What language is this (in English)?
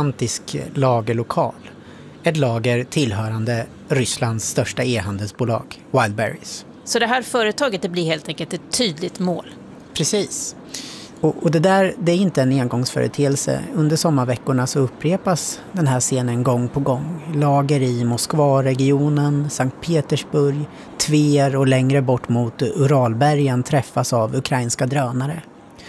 Swedish